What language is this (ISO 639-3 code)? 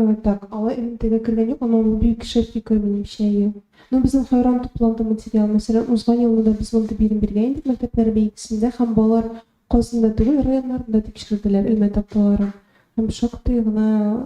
tat